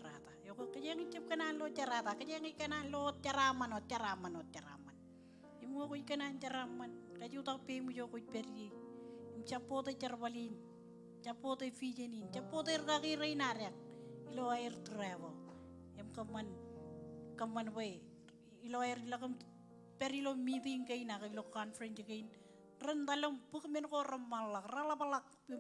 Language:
Marshallese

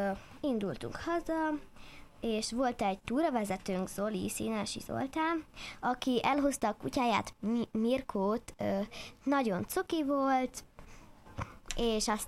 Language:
Hungarian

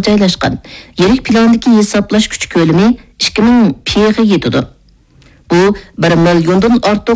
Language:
Uyghur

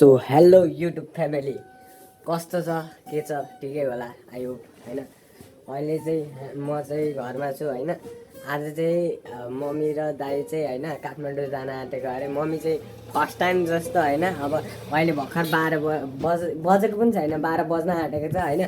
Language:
Nepali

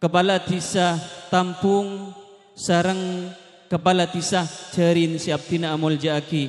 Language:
Madurese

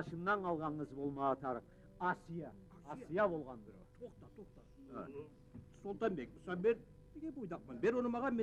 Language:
Kumyk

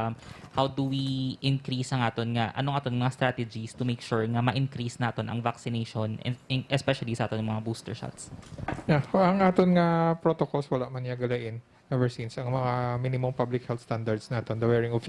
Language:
Hiligaynon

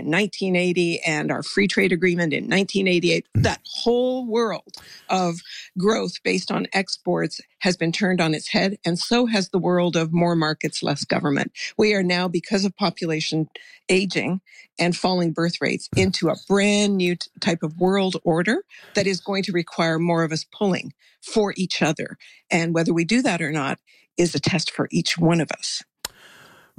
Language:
English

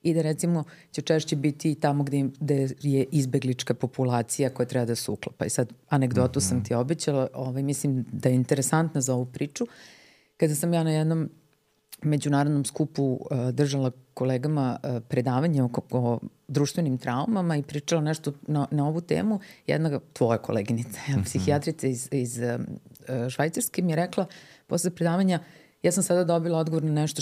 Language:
Serbian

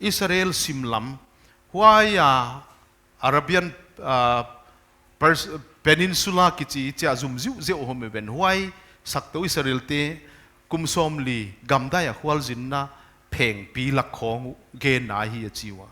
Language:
Paite Chin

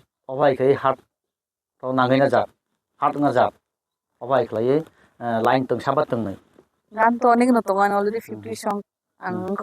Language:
Kok Borok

